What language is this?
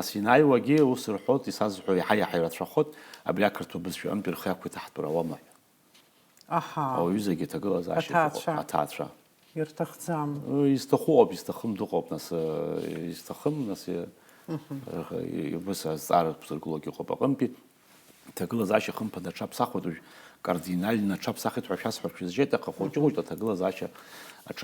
Abkhazian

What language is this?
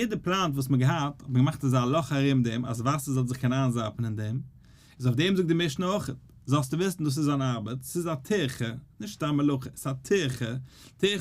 Yiddish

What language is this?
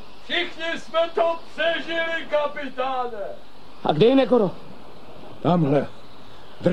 Czech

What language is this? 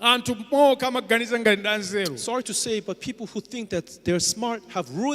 Nyanja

